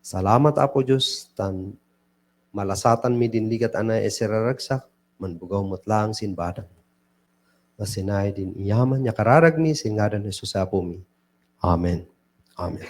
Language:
Kankanaey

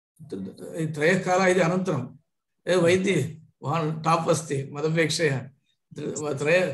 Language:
Sanskrit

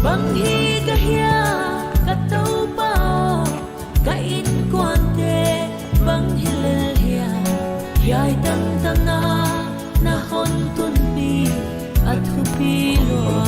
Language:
Paite Chin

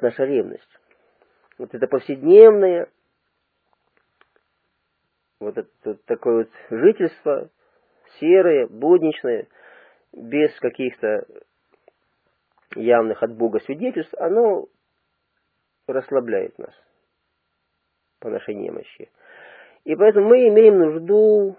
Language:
Russian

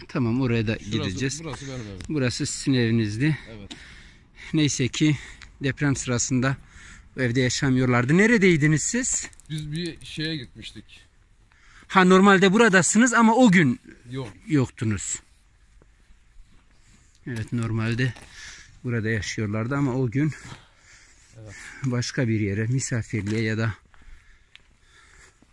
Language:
Turkish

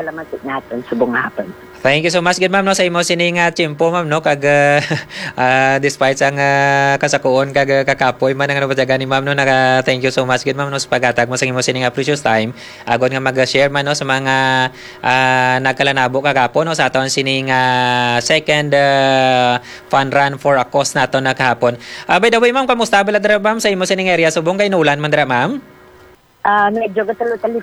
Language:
Hiligaynon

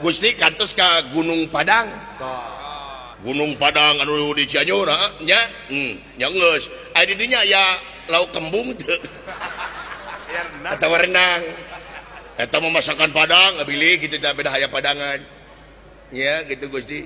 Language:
Sundanese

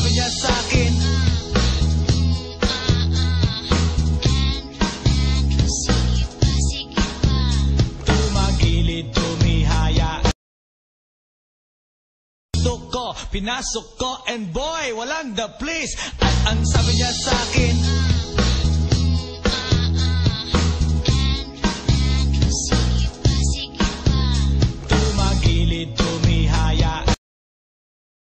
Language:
Filipino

